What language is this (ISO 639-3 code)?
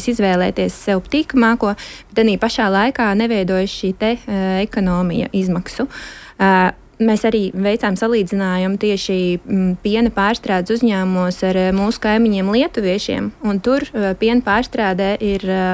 lav